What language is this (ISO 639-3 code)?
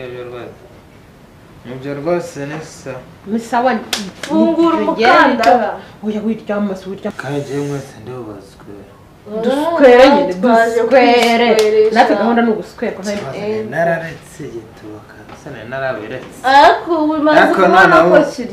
kin